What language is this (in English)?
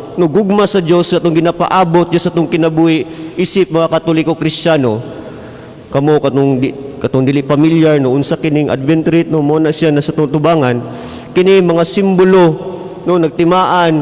Cebuano